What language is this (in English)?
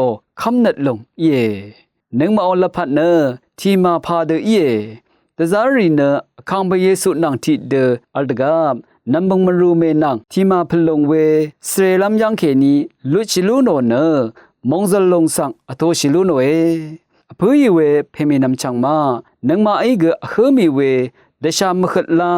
Rawang